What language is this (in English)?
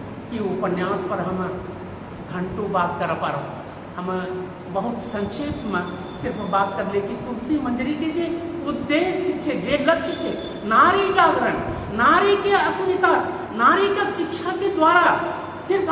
Angika